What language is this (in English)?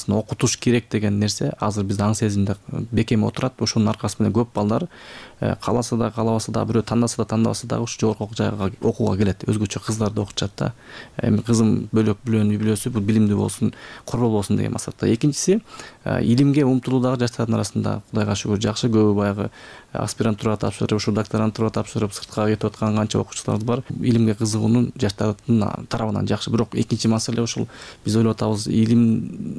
Kyrgyz